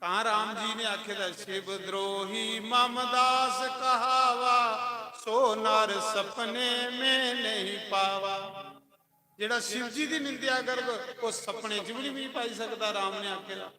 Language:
Dogri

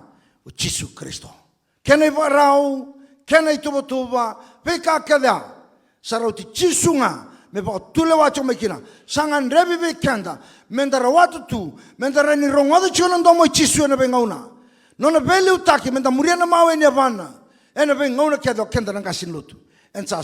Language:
Fijian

